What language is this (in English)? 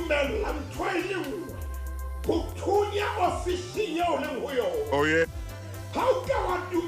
Southern Sotho